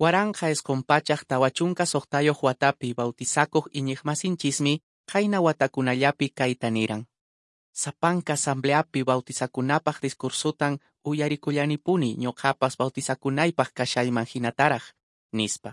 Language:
Quechua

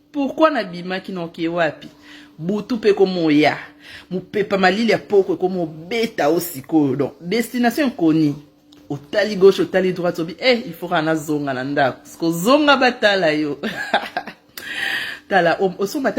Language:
Lingala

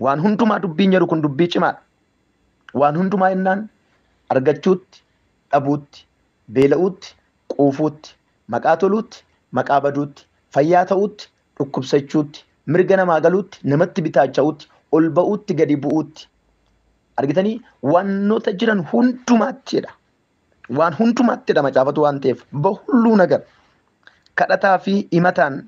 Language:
Oromo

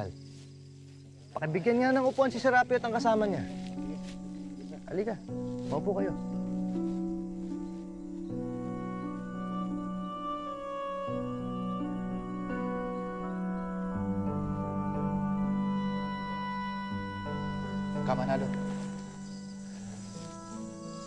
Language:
Filipino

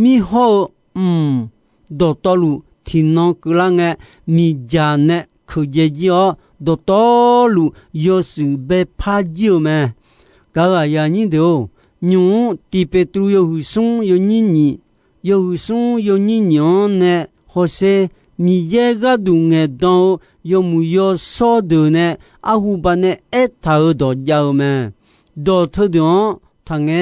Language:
Akha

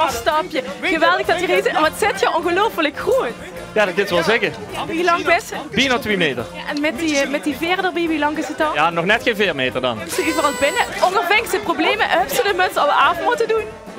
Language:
Limburgish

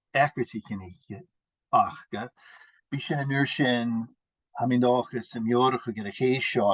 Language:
Scottish Gaelic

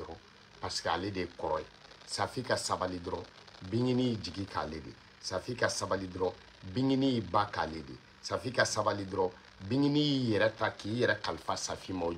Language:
Bambara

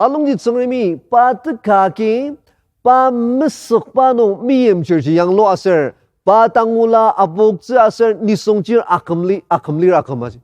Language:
Ao Naga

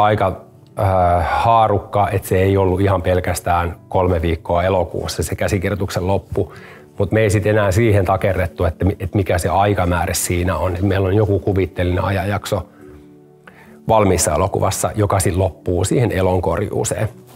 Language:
Finnish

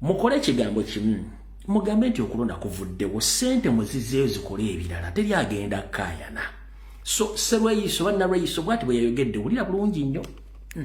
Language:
Ganda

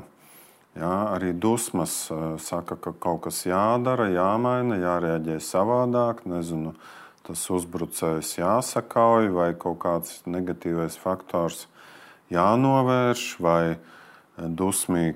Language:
Latvian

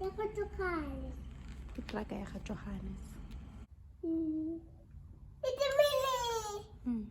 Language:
Tswana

